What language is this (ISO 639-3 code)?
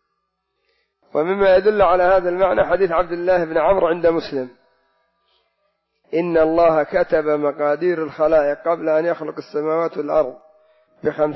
ara